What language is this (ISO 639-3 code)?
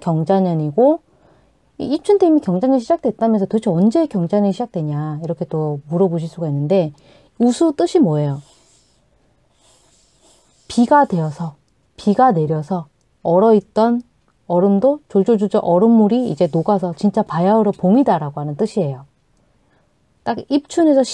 kor